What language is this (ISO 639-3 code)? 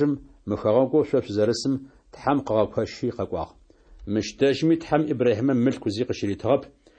ady